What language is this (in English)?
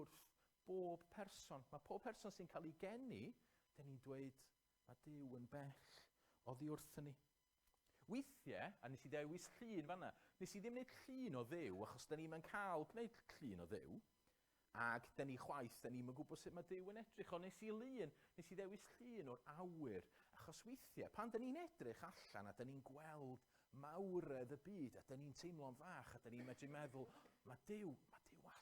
Welsh